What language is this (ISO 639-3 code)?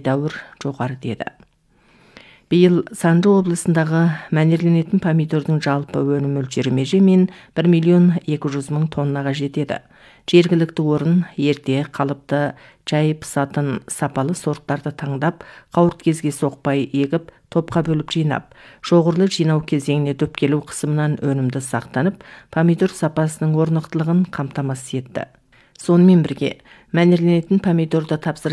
kaz